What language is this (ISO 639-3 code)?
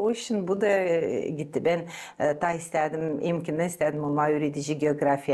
gag